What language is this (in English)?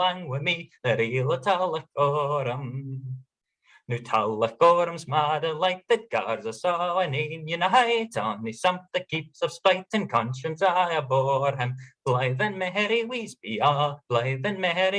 Scots